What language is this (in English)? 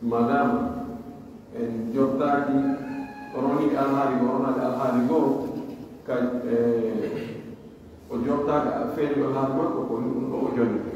Pular